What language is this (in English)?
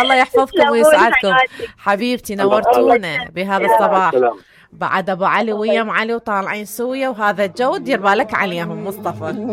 Mesopotamian Arabic